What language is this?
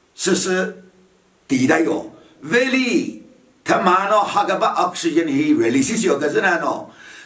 Chokri Naga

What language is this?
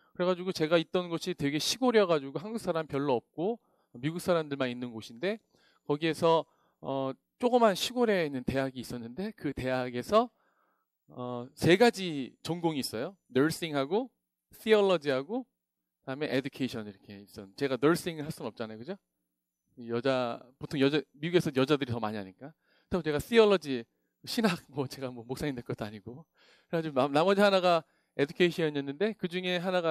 Korean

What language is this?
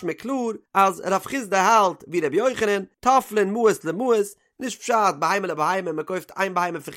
Yiddish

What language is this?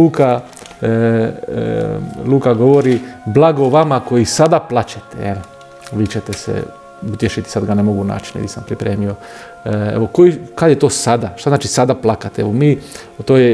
Croatian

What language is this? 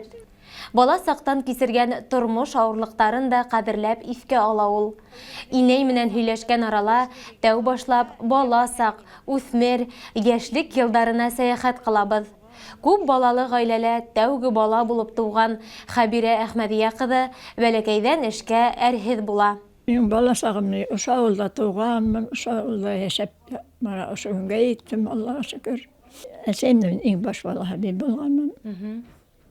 Bashkir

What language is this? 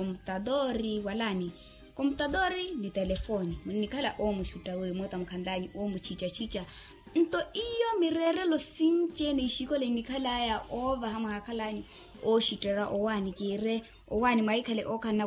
Makhuwa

